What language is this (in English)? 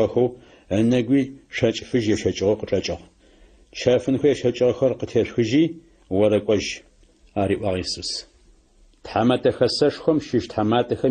Adyghe